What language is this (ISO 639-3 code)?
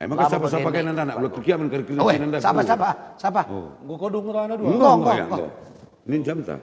btx